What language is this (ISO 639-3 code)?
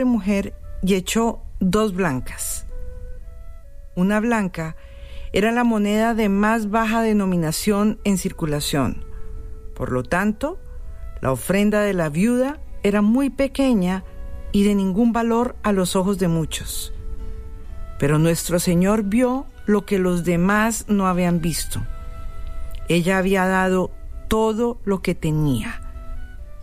spa